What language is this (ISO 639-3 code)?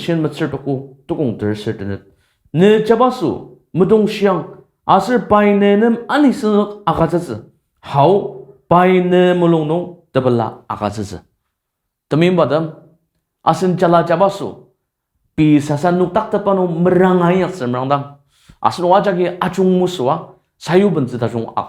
njo